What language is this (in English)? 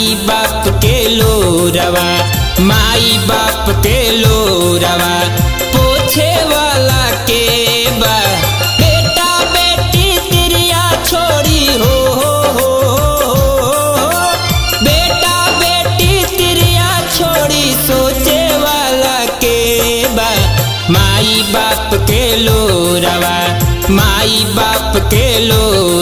Bhojpuri